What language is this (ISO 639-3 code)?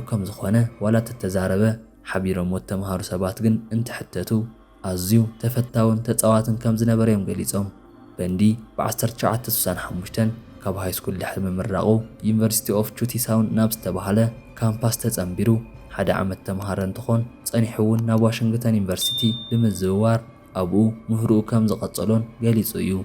tir